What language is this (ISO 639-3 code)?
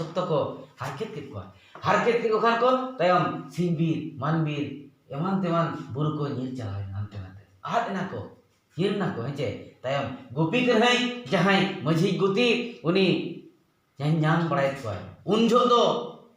sat